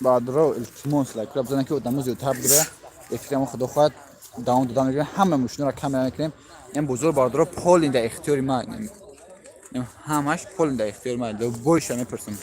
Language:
Tajik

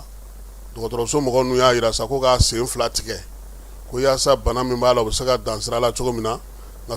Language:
Bambara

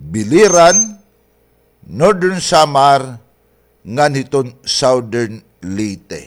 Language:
Waray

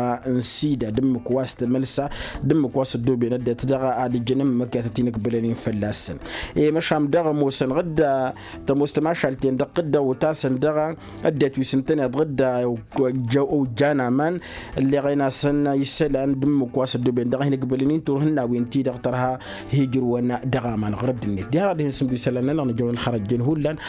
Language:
Tamasheq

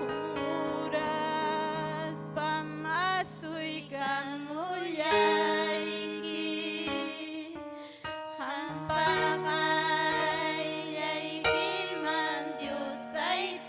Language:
Ayacucho Quechua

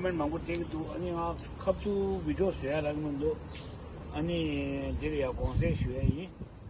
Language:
Tibetan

